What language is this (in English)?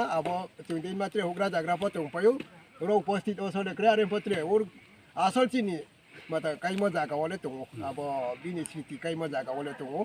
Riang (India)